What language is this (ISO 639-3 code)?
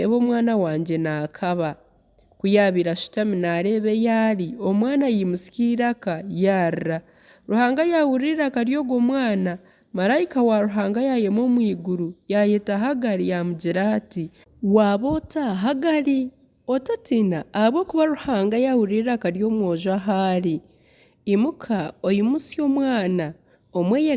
nyn